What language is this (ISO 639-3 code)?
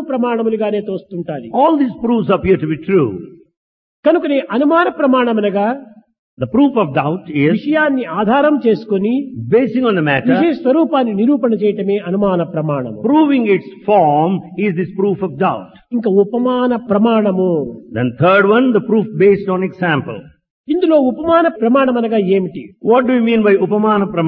tel